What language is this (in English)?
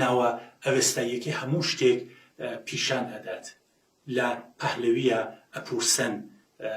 Central Kurdish